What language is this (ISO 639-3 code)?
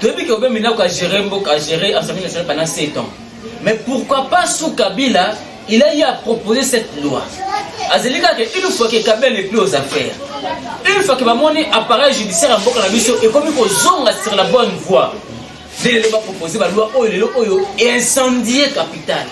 lin